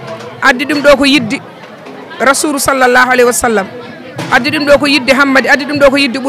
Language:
Fula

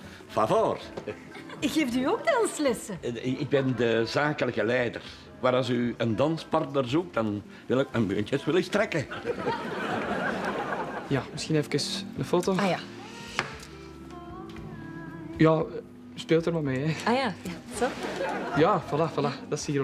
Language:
Dutch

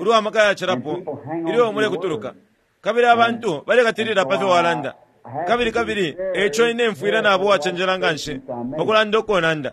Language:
Bemba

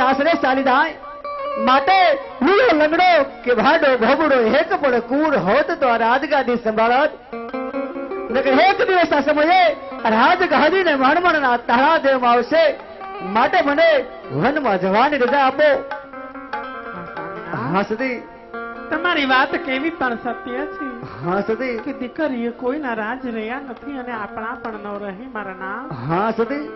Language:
Gujarati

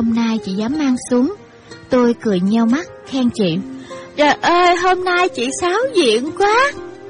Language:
Vietnamese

